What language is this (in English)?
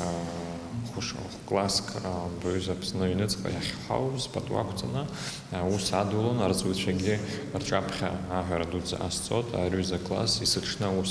Abkhazian